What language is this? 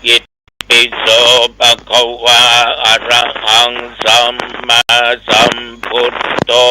Pali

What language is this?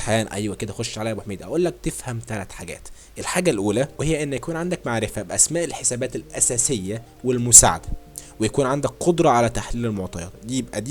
Egyptian Arabic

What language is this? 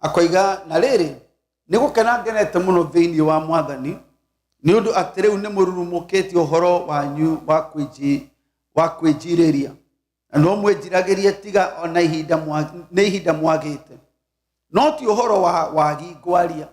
Kikuyu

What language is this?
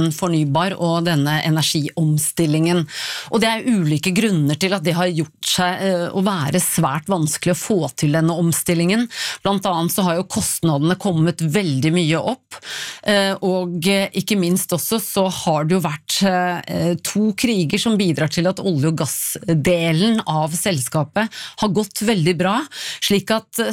Norwegian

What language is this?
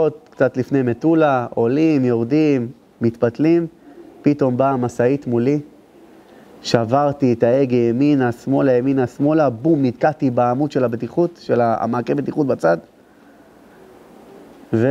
Hebrew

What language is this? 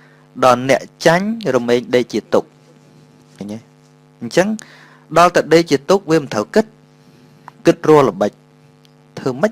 Khmer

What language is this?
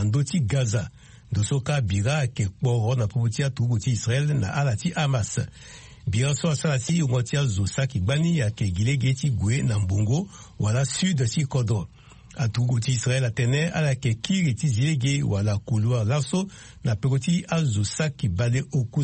Sango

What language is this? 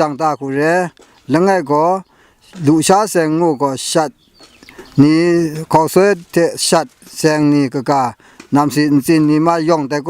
Kachin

